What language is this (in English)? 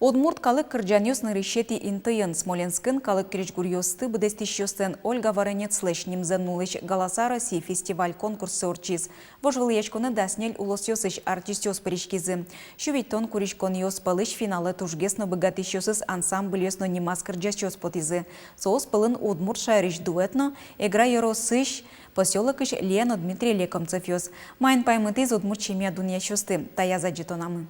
Udmurt